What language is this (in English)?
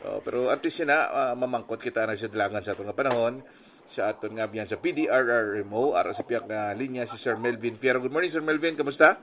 Hiligaynon